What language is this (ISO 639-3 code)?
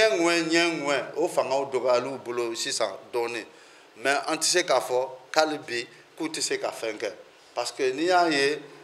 bam